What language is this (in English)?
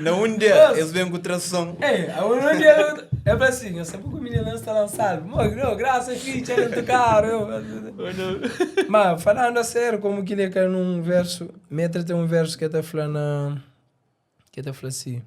Kabuverdianu